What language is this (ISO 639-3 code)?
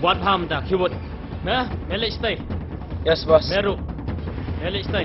kha